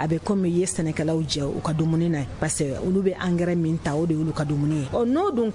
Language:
Bambara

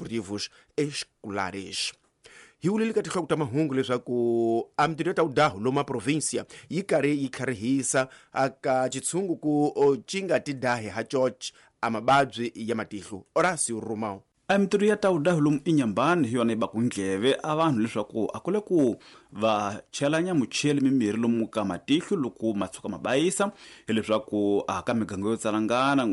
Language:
Tsonga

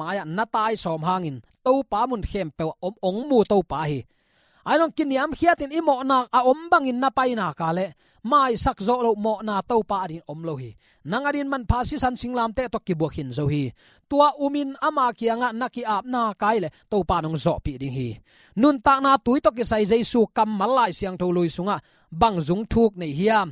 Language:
Tedim Chin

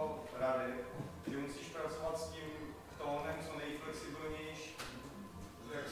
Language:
Czech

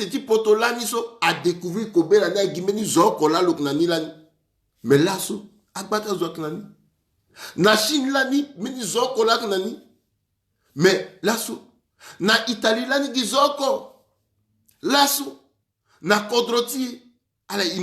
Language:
Sango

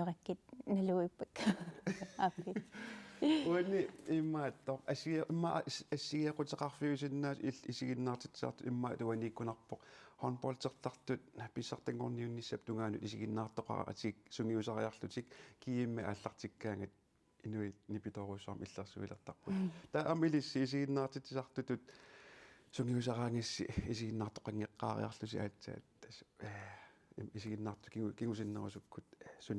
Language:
Kalaallisut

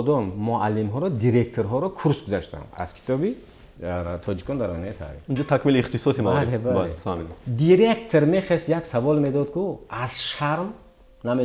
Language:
Tajik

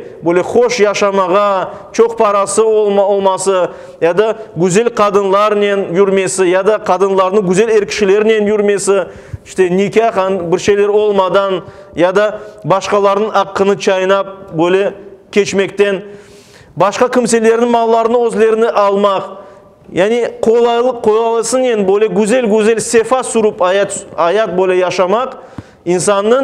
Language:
Crimean Tatar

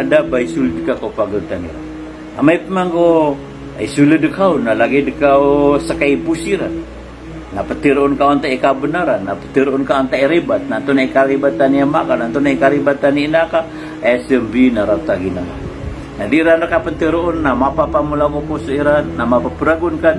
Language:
Maranao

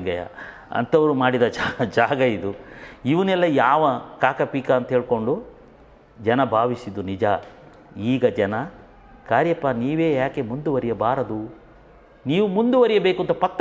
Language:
Kannada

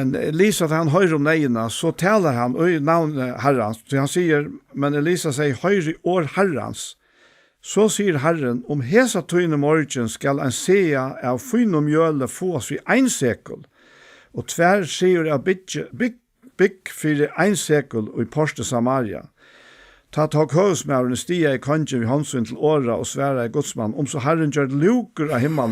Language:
Faroese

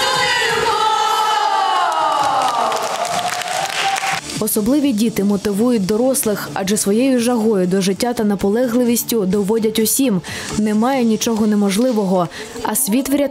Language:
Ukrainian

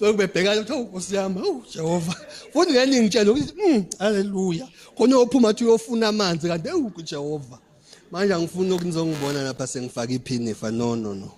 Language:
Zulu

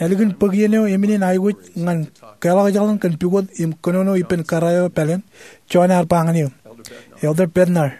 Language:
Marshallese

